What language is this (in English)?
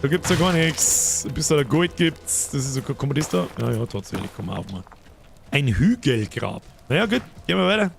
Bavarian